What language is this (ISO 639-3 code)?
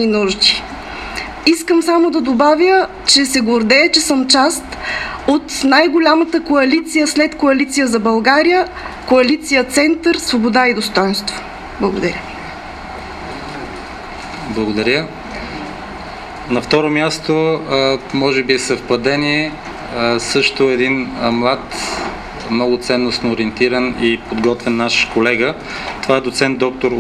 bul